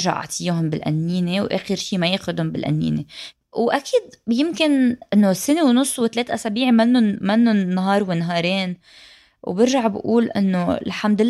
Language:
North Levantine Arabic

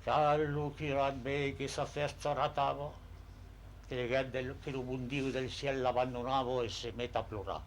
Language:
Occitan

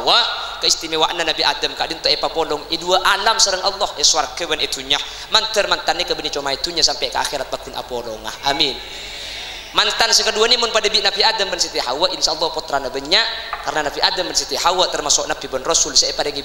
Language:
Madurese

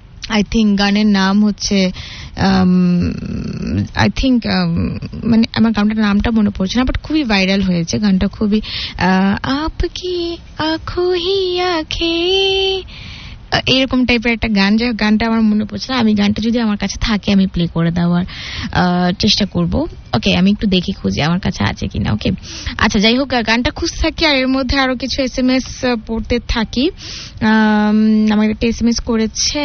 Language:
Bangla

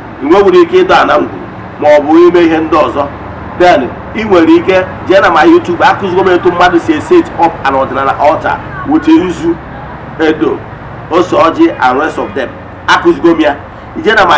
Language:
Igbo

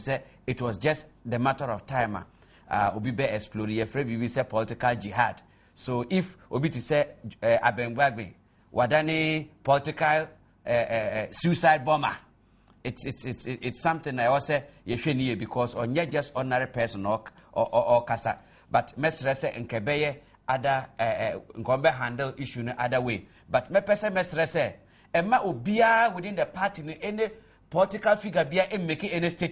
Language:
Akan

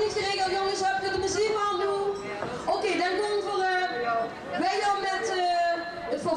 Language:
Limburgish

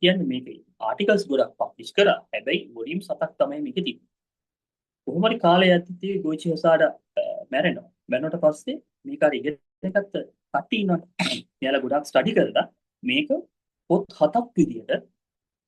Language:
Sinhala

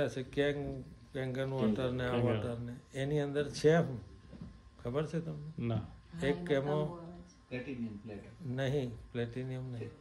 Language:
Gujarati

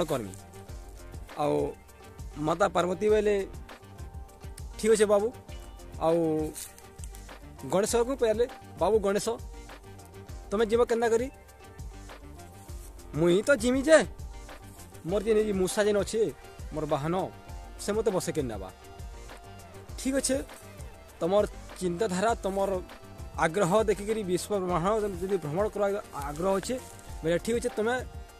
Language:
Sambalpuri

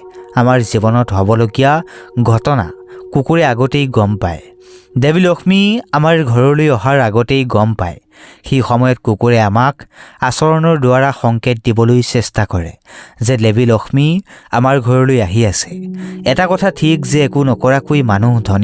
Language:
Assamese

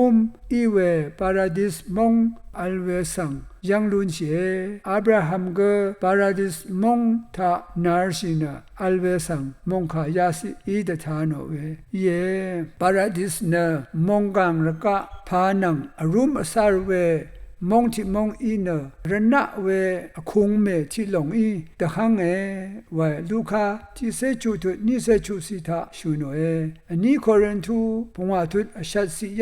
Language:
Rawang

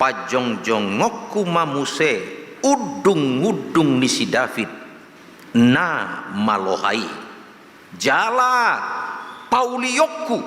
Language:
Batak Toba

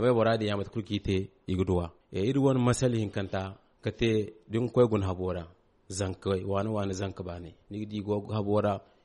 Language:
Zarma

